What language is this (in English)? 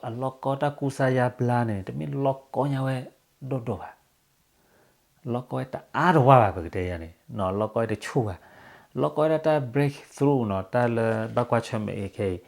S'gaw Karen